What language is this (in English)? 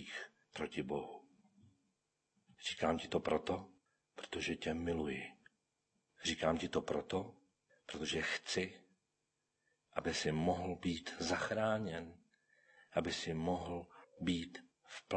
Czech